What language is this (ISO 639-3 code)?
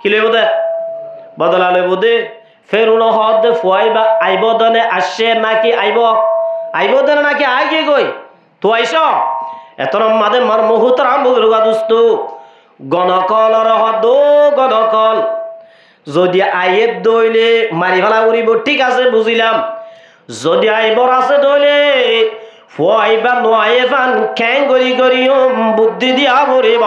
rhg